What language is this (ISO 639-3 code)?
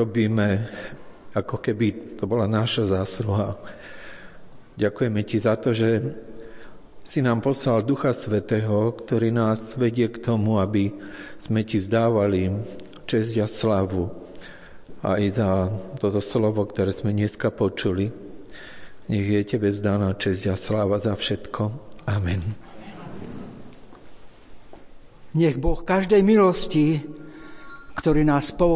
slk